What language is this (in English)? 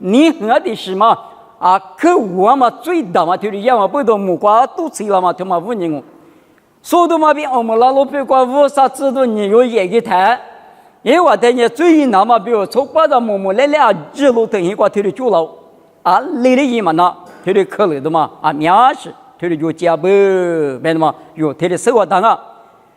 Lisu